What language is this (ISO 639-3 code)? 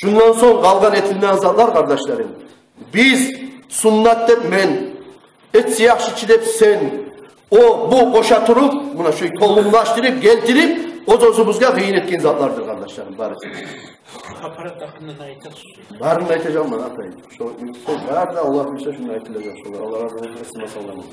kum